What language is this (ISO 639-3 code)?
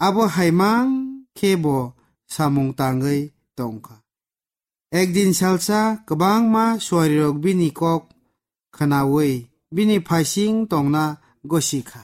trp